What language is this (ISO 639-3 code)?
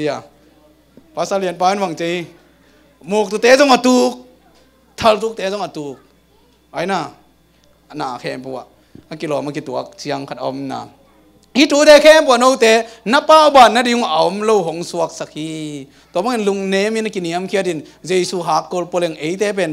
ctd